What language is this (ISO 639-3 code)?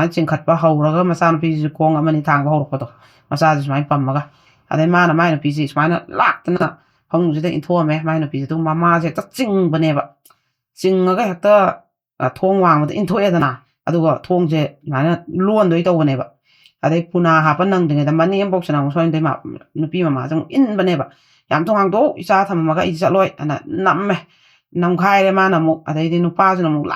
mni